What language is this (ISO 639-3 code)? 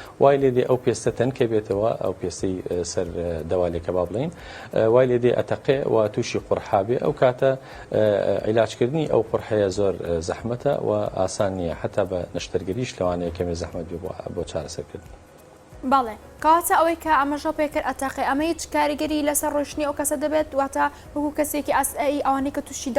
ckb